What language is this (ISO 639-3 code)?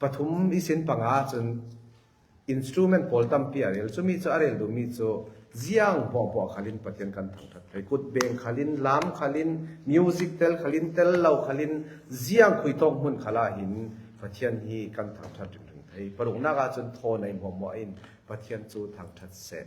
cfm